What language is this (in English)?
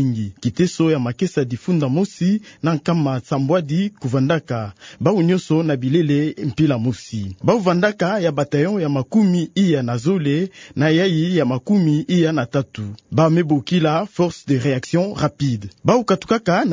Kituba (Democratic Republic of Congo)